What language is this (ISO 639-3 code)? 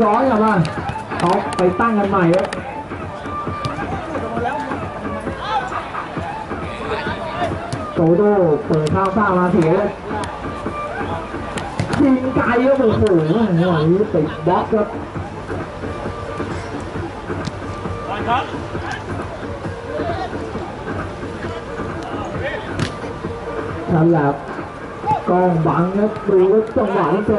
tha